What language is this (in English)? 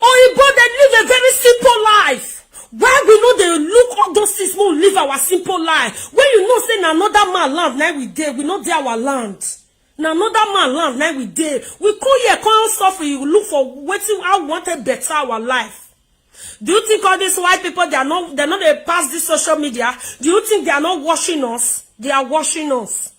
Nigerian Pidgin